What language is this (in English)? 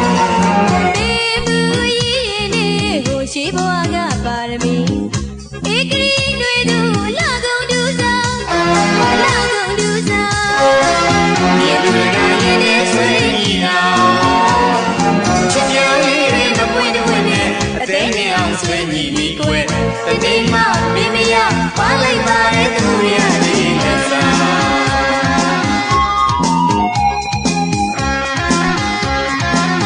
Burmese